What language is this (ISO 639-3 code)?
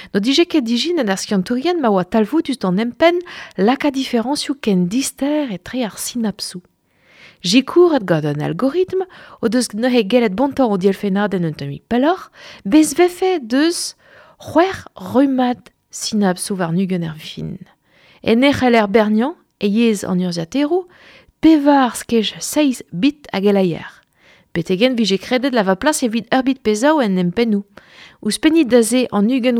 bre